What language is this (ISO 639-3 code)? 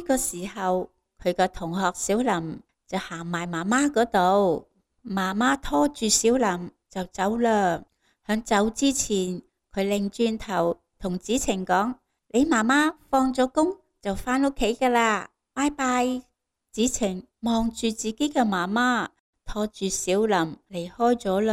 yue